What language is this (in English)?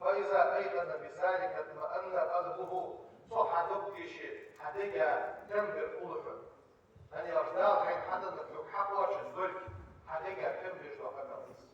Ingush